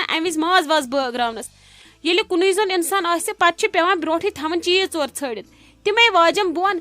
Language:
Kashmiri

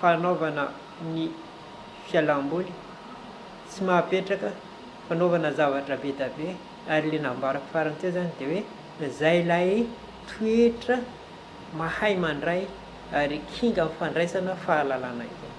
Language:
Malagasy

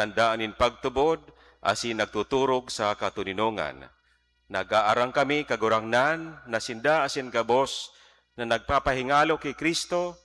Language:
Bikol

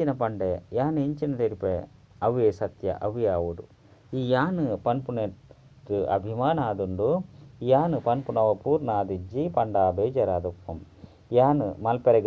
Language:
Tulu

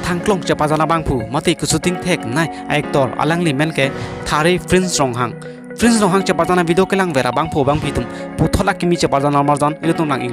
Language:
Karbi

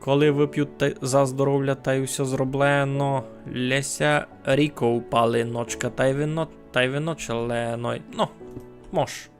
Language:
Rusyn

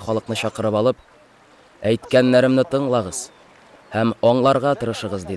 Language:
Tatar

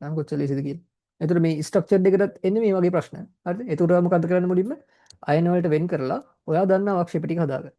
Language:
Sinhala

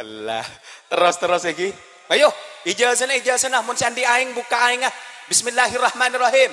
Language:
Madurese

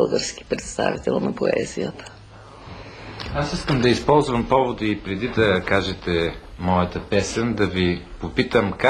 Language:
Bulgarian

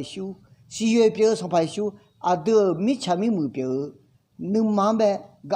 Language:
Akha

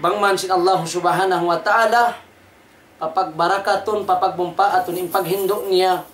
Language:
Tausug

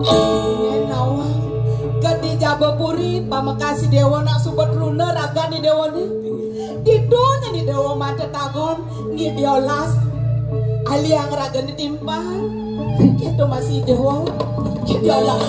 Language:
Balinese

